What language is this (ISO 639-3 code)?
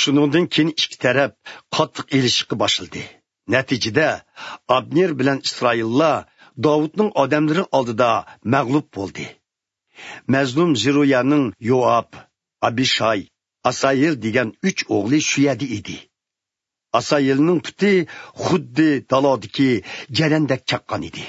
uig